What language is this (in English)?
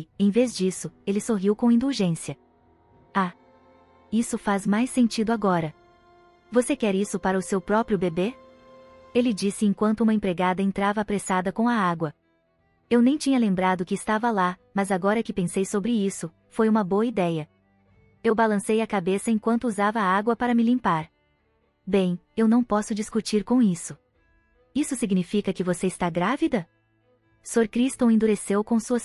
Portuguese